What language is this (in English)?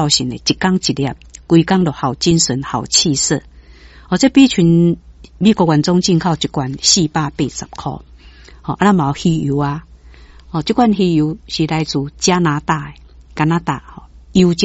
Min Nan Chinese